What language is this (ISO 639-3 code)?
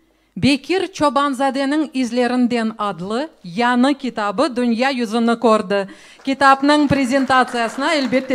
crh